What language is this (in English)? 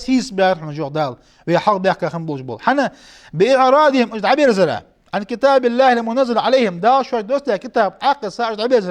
Ingush